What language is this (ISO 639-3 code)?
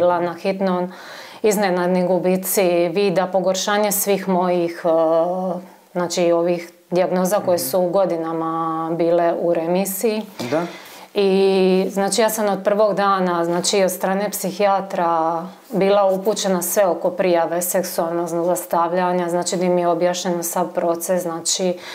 hrv